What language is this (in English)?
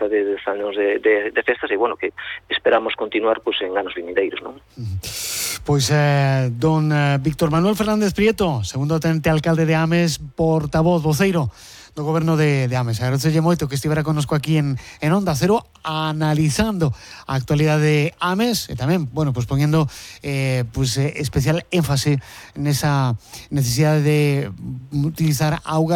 Galician